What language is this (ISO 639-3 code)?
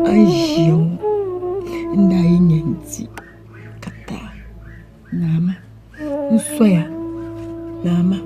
dag